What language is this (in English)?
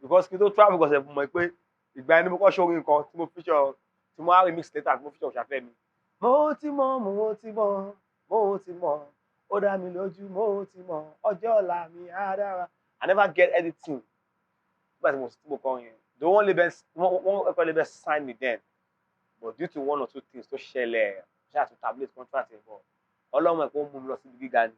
Yoruba